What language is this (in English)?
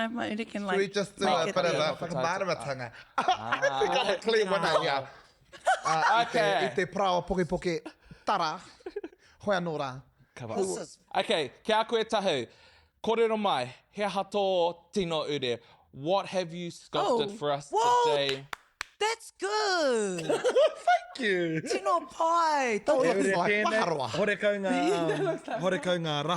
Māori